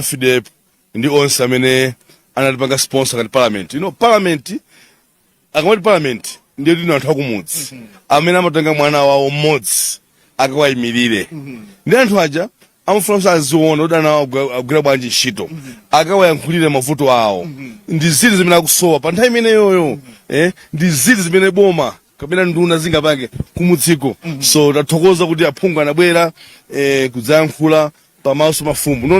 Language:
Nyanja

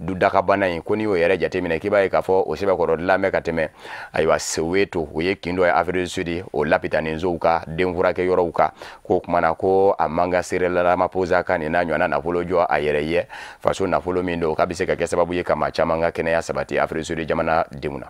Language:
Bambara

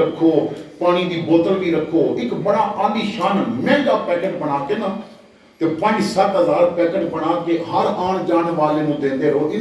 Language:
Western Panjabi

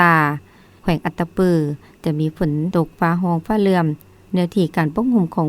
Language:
Lao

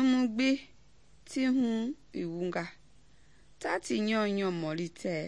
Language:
Mende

